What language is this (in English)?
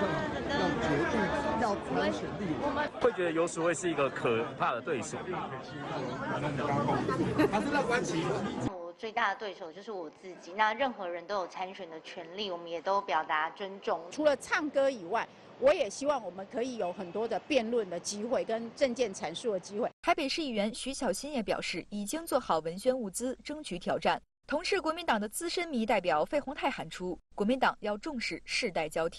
Chinese